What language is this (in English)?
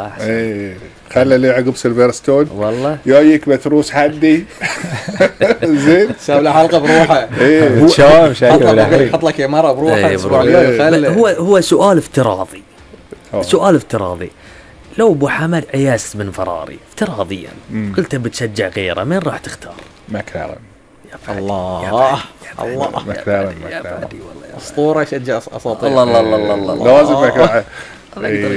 Gulf Arabic